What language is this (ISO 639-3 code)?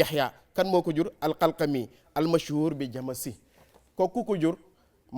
wol